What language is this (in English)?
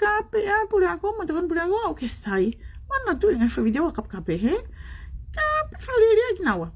Tongan